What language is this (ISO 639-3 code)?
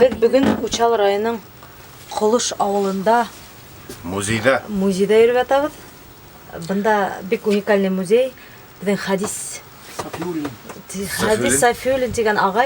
bak